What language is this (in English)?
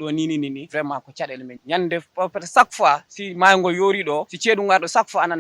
Fula